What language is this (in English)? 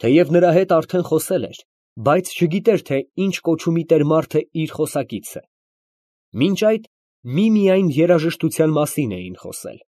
Armenian